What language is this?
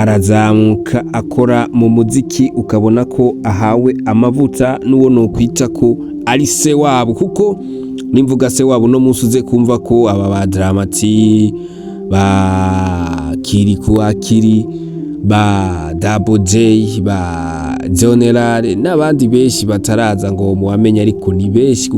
Rundi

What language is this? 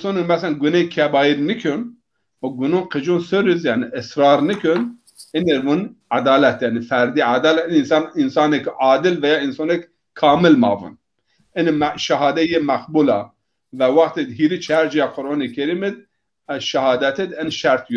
Zaza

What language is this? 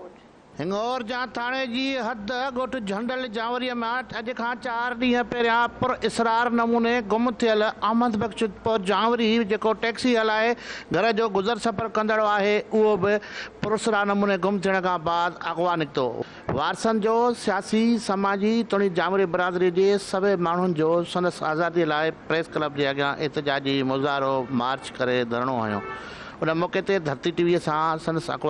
Sindhi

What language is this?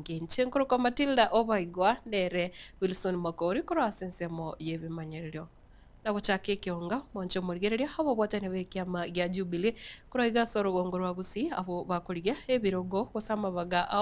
Gusii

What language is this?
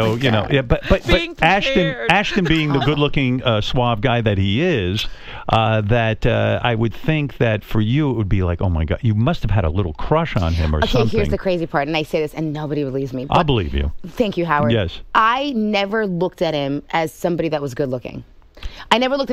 English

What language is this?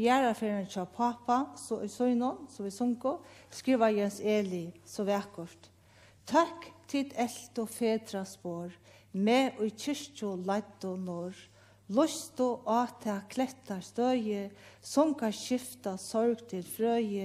Faroese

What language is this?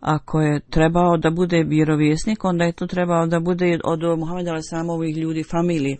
Bosnian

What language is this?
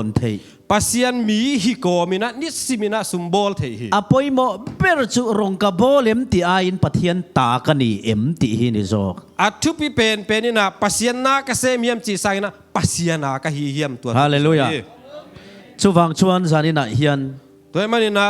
Tedim Chin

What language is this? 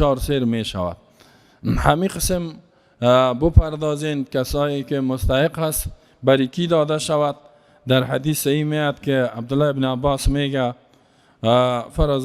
Persian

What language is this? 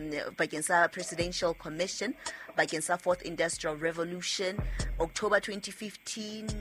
Southern Sotho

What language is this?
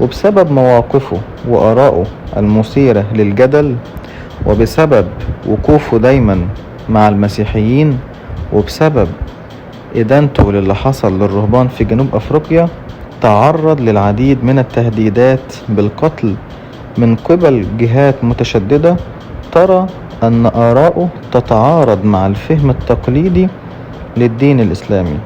Egyptian Arabic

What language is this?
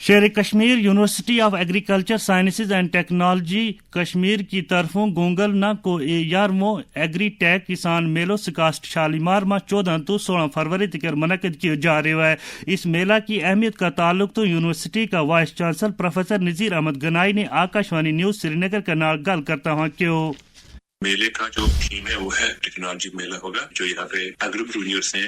Gujari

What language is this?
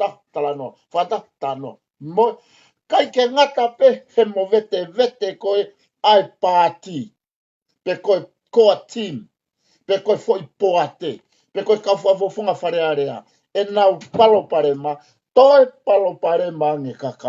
Tongan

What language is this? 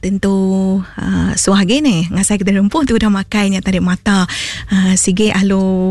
Iban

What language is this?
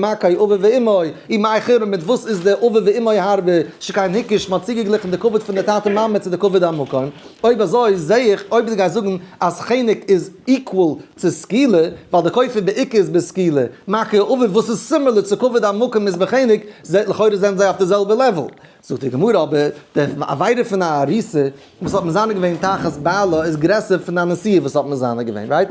Yiddish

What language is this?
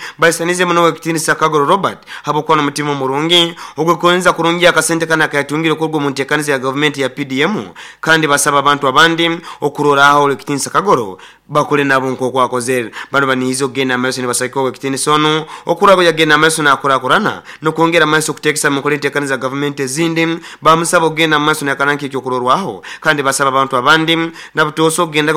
Nyoro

